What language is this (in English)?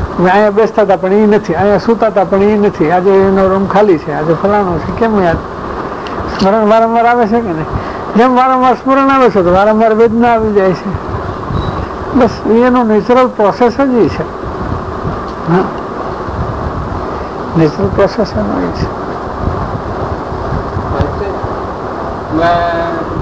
Gujarati